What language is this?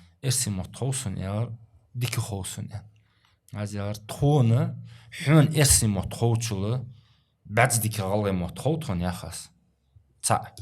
Ingush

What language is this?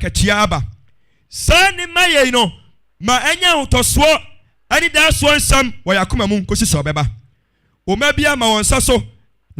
Akan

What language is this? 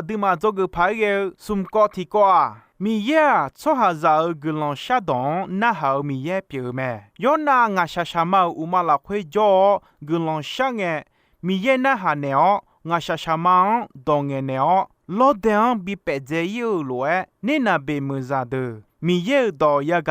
Akha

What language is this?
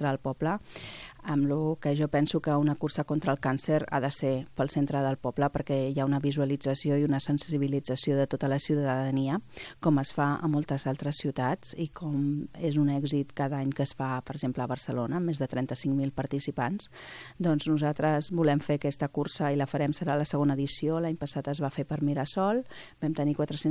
Catalan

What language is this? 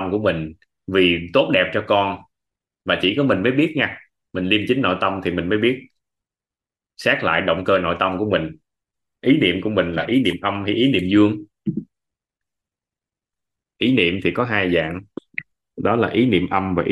Vietnamese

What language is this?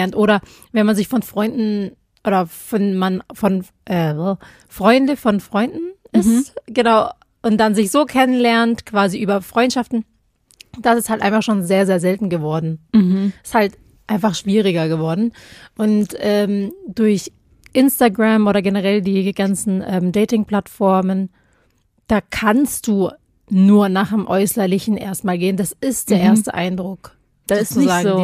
German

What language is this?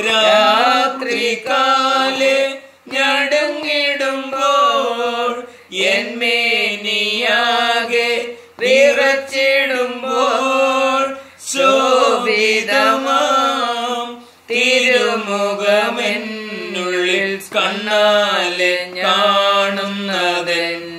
Malayalam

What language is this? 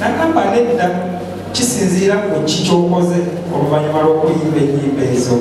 Ganda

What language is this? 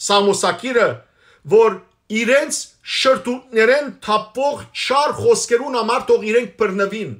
Western Armenian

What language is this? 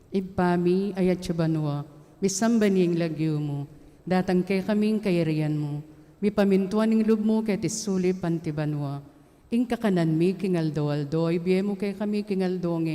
Pampanga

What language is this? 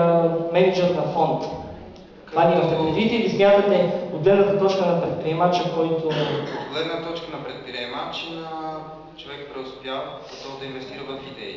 Bulgarian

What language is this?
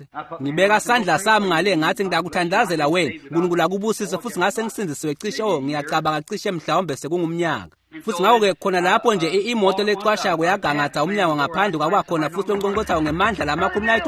Swati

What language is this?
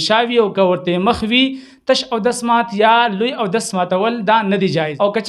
Pashto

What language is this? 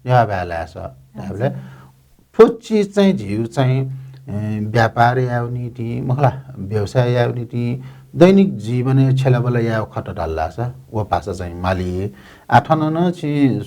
Newari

